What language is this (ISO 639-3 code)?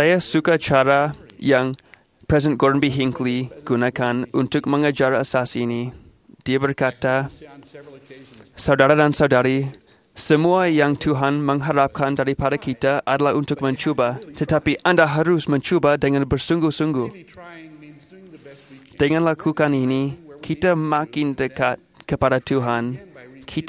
msa